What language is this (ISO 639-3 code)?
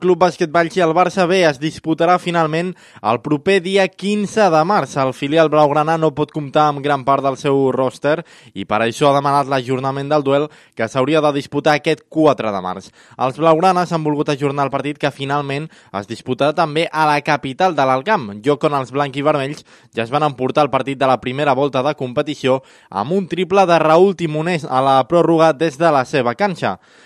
cat